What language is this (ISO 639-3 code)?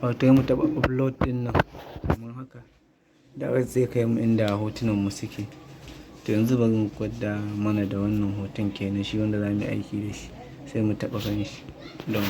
hau